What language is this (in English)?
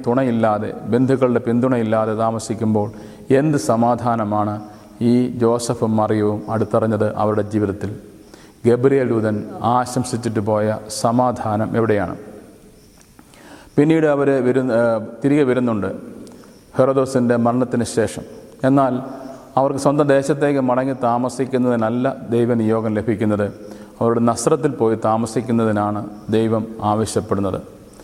Malayalam